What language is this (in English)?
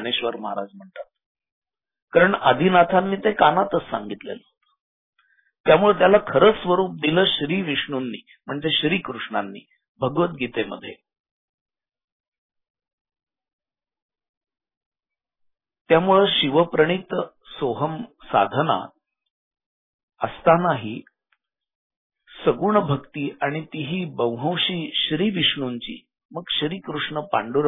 Marathi